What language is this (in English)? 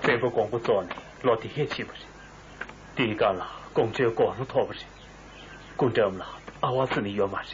Tibetan